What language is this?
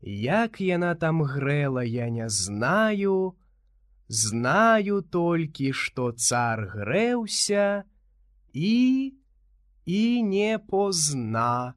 Belarusian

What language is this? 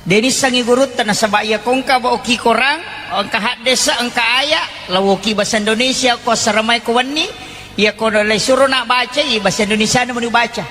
Buginese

